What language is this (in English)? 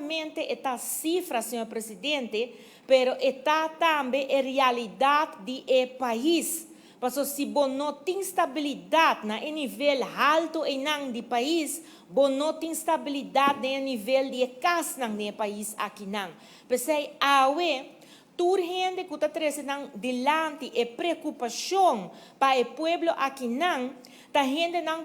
Papiamento